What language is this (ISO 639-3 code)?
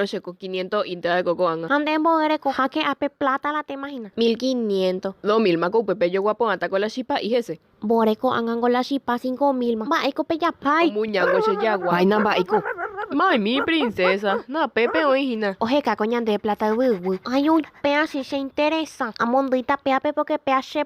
grn